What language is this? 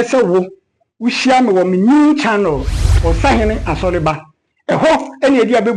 Akan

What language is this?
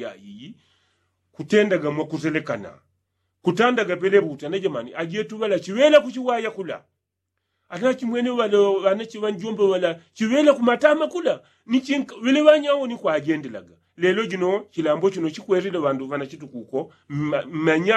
Yao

